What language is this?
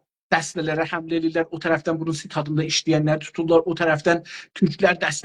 South Azerbaijani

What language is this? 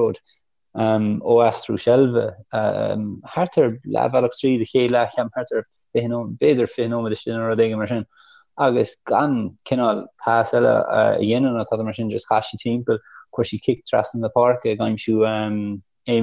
Irish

